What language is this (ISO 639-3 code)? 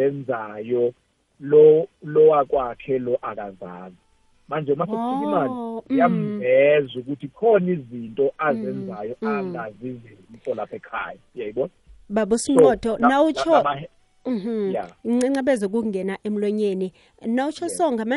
nbl